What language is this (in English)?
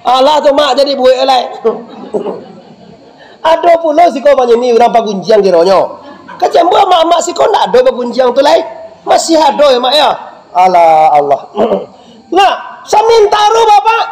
Minangkabau